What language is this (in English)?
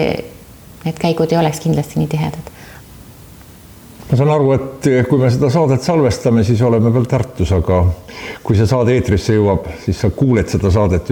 Estonian